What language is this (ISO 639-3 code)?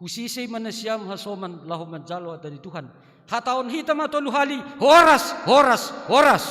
bts